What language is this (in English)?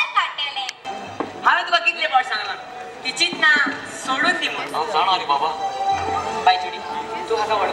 Konkani